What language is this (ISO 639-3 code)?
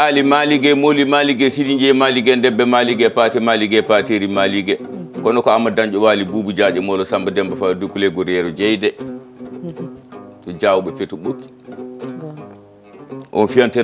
ful